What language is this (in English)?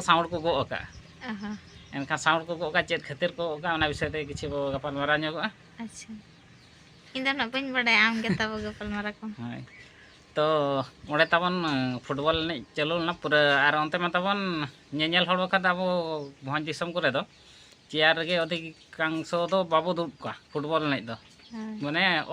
Santali